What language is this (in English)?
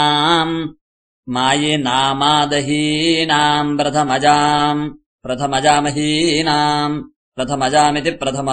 Sanskrit